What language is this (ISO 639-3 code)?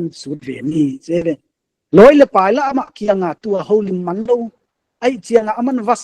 pck